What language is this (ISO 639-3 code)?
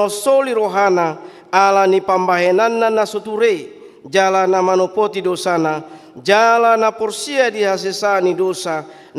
bbc